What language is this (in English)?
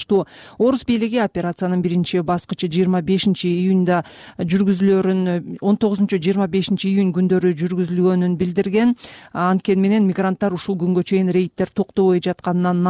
Kyrgyz